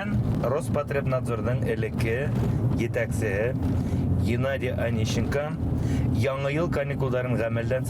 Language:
Bashkir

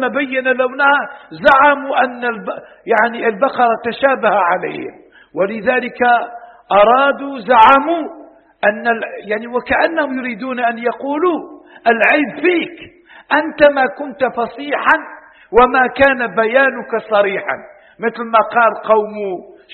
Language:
Arabic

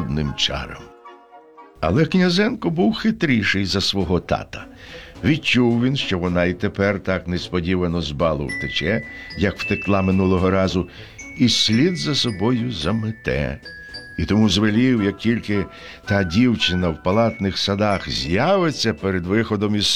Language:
Ukrainian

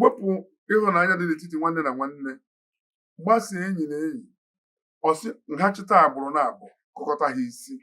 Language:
Igbo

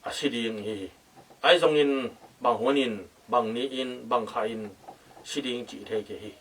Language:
Tedim Chin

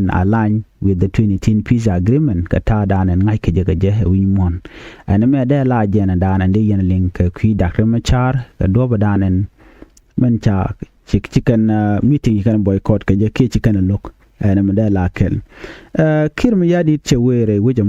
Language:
Nuer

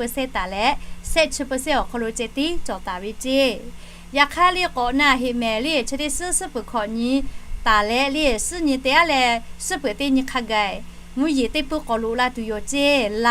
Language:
Lahu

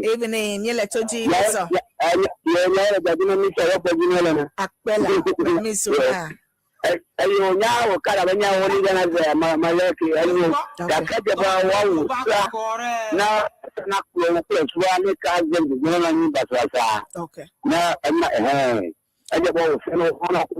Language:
Ewe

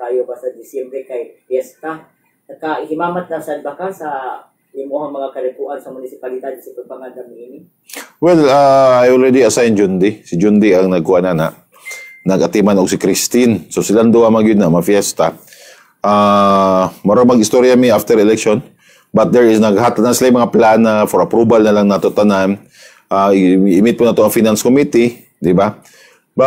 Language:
Cebuano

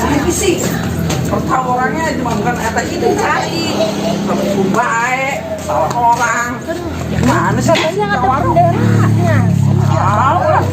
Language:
Betawi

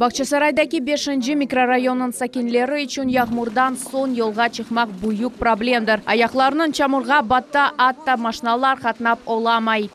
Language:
Crimean Tatar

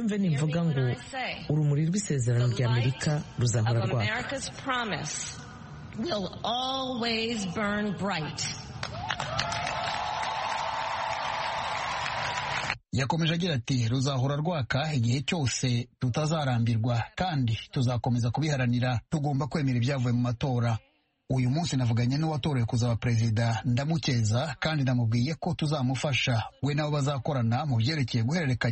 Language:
Kinyarwanda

